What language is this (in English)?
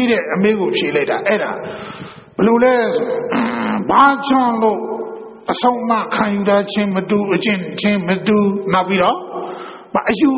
Burmese